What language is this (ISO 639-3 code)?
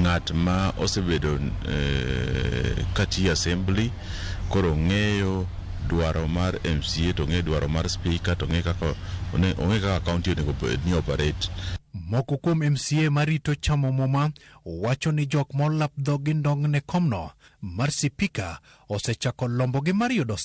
luo